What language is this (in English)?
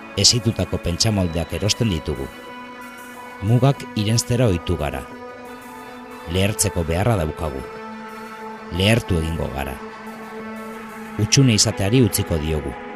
Basque